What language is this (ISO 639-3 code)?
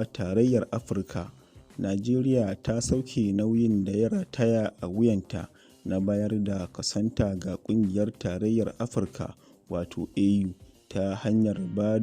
hau